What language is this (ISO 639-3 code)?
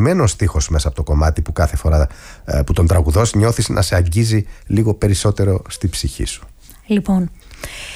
ell